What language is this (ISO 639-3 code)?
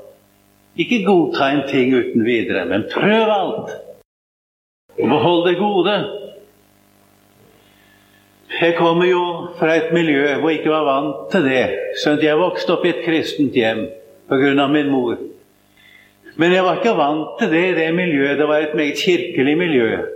nor